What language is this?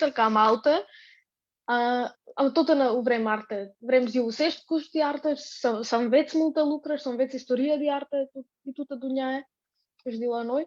Aromanian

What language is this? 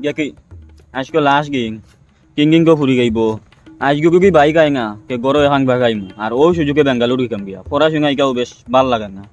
Sylheti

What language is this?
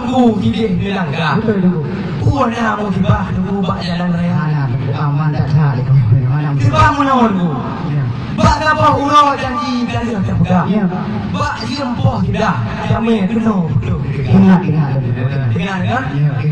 Achinese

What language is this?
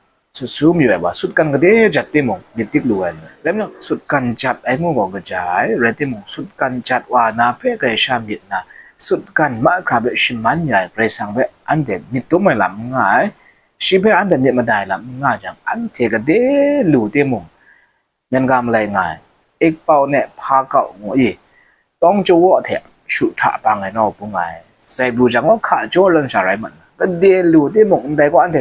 Kachin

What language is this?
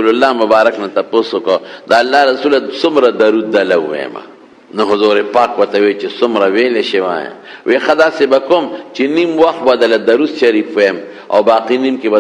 Pashto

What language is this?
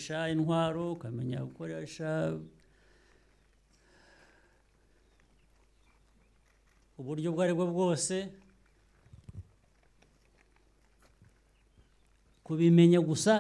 Kinyarwanda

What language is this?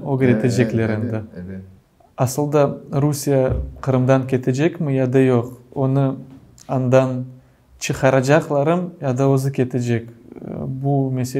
Crimean Tatar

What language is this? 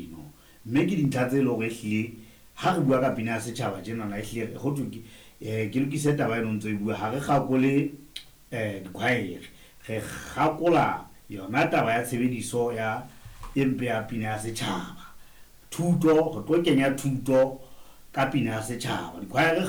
Southern Sotho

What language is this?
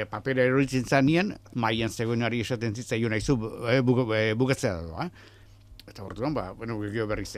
Basque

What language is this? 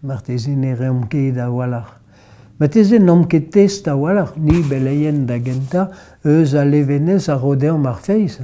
Breton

